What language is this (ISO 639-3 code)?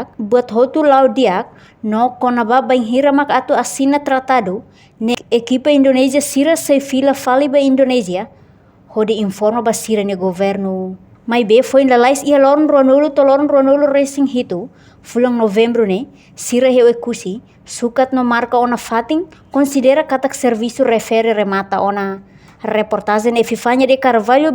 tet